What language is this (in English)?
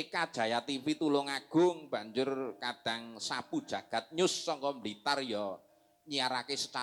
Javanese